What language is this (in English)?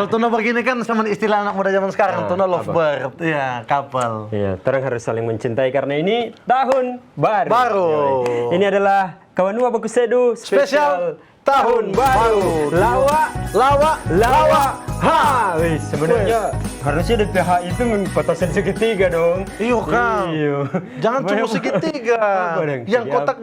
Manado Malay